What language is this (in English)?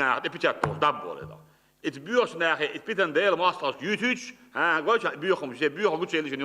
Chechen